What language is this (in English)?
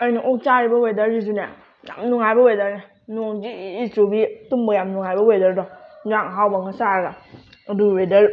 Manipuri